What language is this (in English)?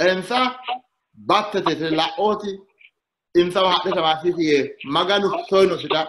Sidamo